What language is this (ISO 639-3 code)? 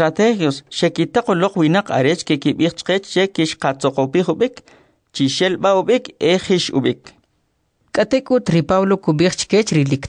quc